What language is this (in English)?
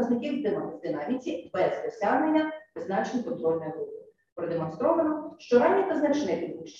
Ukrainian